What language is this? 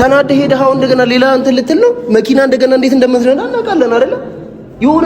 Amharic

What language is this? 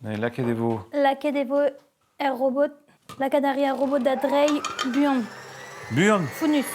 Breton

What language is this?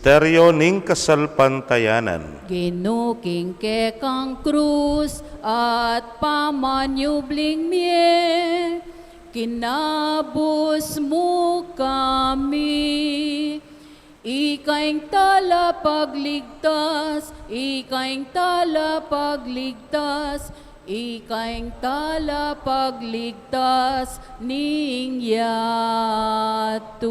Pampanga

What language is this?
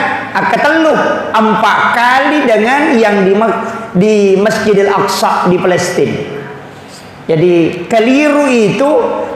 Buginese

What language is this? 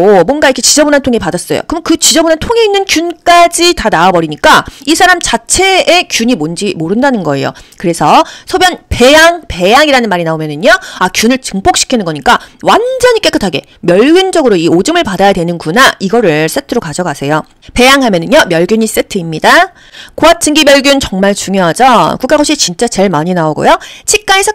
Korean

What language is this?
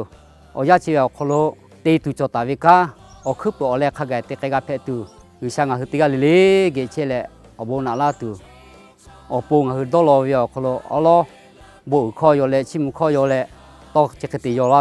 Lahu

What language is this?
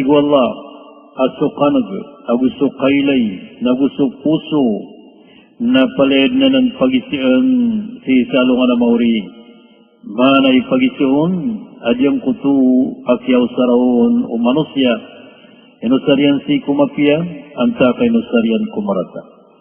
Maranao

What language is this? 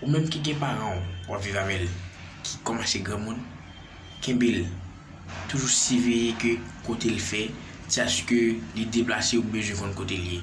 Haitian Creole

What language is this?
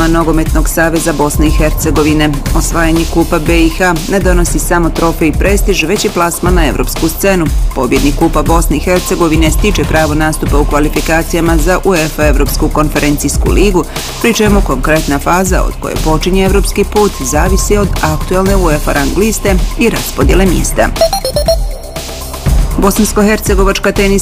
Bosnian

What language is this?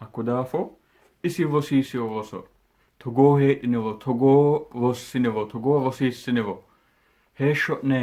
Sidamo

